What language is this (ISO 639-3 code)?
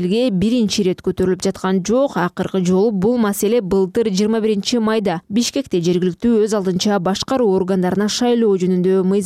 kir